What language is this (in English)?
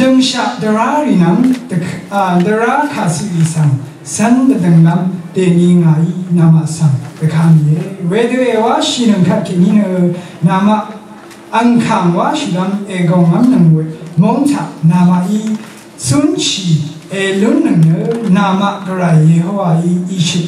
Rawang